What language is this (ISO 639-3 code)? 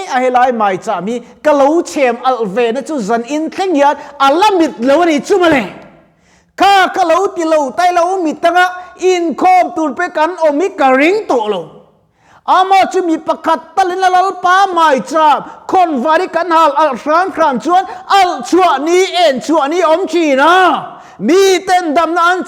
lus